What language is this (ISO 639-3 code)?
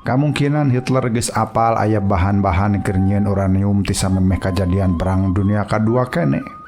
sun